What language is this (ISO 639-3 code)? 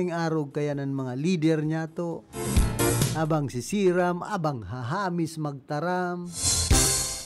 bik